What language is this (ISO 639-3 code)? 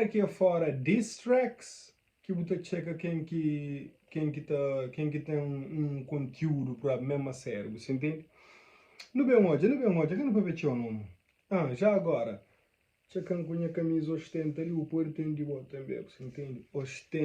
kea